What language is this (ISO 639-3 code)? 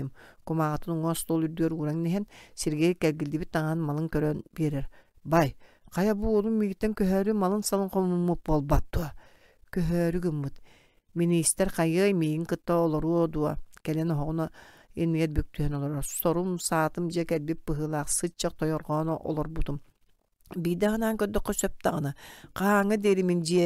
sah